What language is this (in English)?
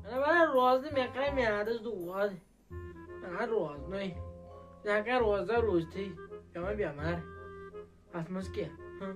Kashmiri